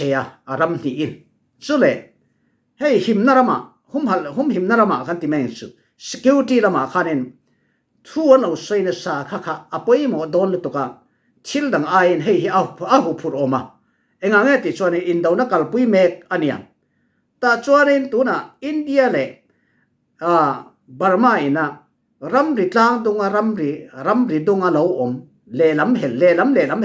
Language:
Falam Chin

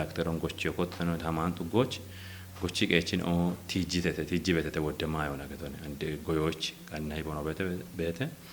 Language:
Kafa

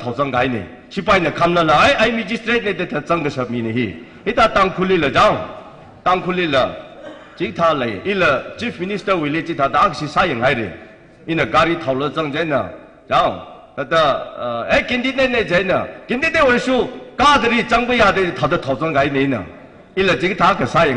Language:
Tangkhul Naga (India)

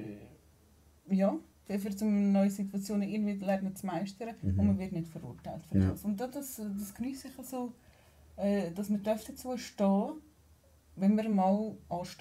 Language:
Swiss German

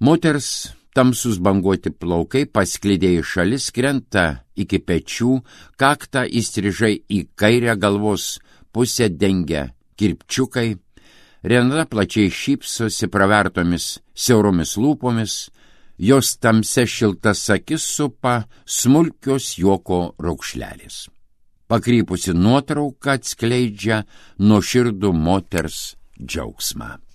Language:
Lithuanian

